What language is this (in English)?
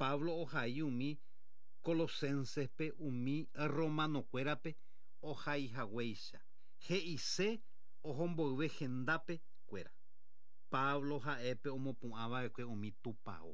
Guarani